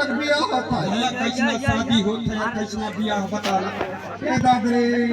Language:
Chhattisgarhi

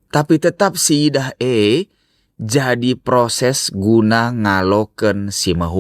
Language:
Batak Karo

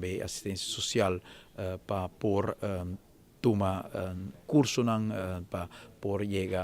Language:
Papiamento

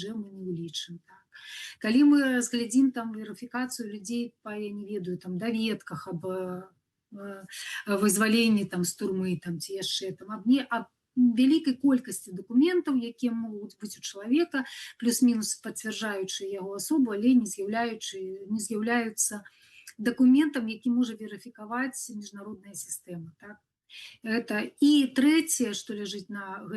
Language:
Belarusian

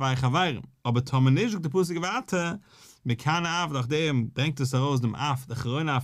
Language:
Yiddish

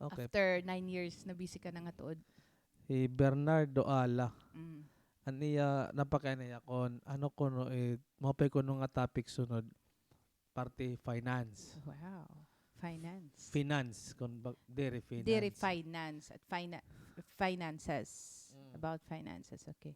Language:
Waray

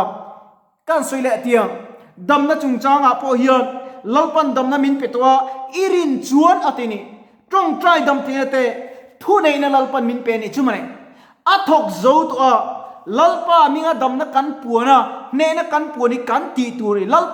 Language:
Mizo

